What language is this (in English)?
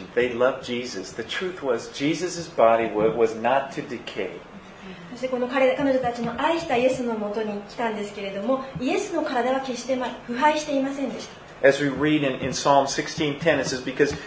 Japanese